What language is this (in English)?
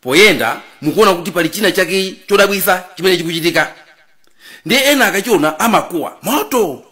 Nyanja